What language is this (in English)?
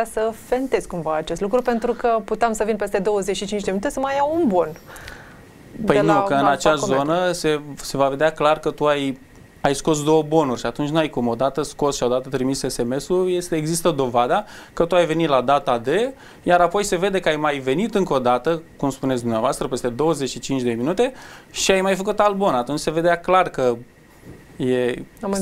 Romanian